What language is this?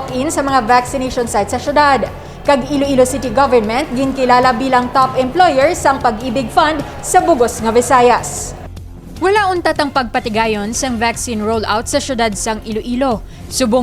Hiligaynon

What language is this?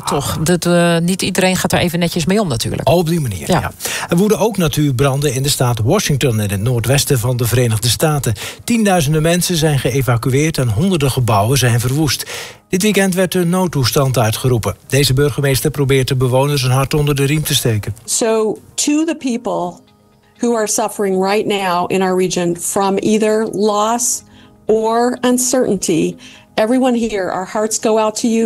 Dutch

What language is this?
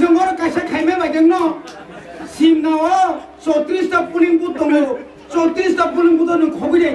Kok Borok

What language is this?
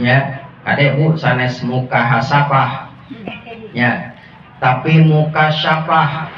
Sundanese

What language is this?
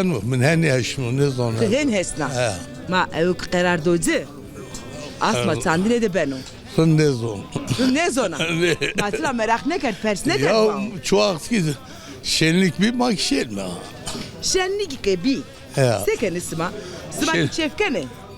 Zaza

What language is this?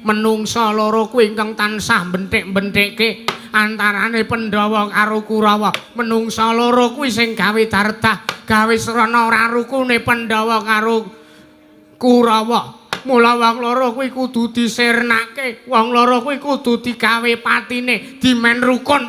Javanese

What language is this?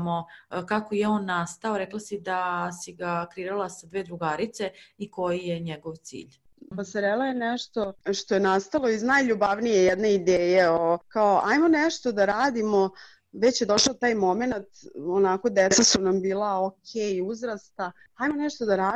Serbian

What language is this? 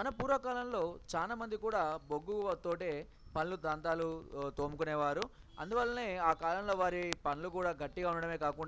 Telugu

